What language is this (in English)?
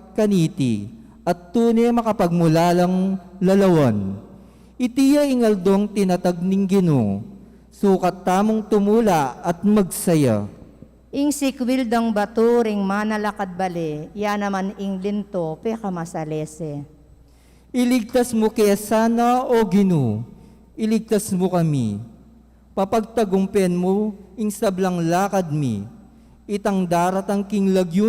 Pampanga